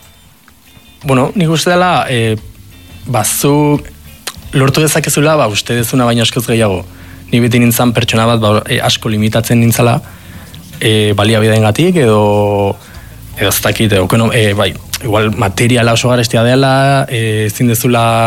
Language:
Basque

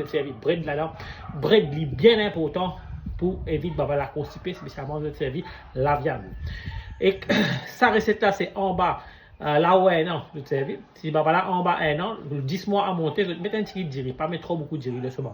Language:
Morisyen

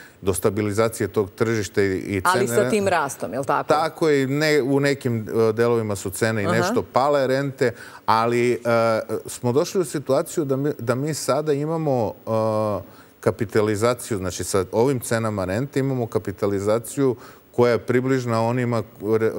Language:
Serbian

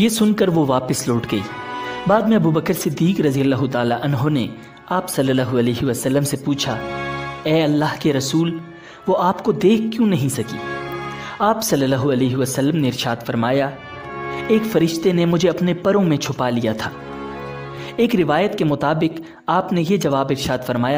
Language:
Urdu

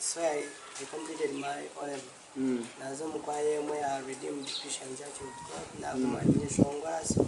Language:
Nyankole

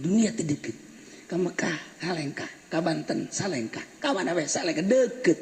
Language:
Sundanese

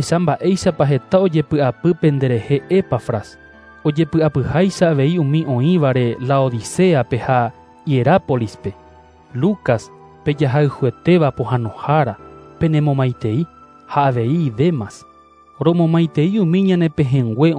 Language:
Guarani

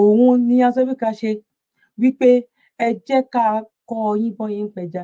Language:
Yoruba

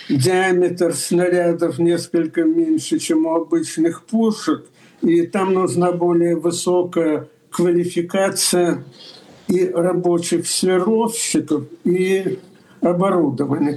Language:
Russian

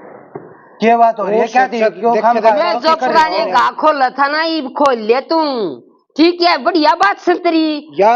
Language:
Haryanvi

